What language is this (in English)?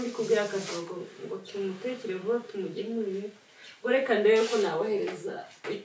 Kinyarwanda